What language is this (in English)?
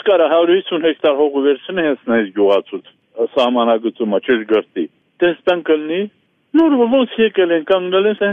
Armenian